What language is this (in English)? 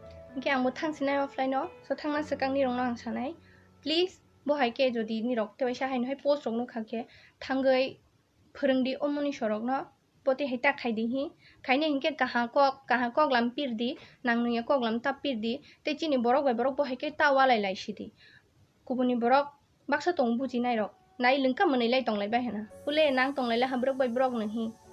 Kok Borok